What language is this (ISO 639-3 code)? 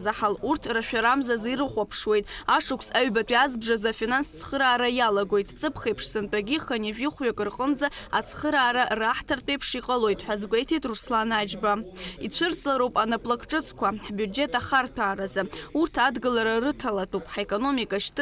abk